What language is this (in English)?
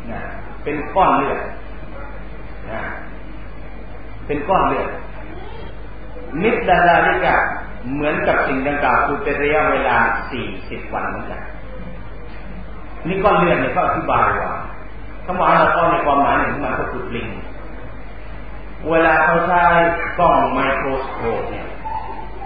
Thai